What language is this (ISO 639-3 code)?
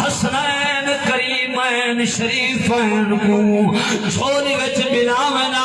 skr